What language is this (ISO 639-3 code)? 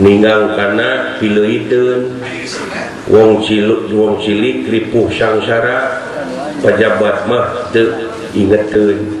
sun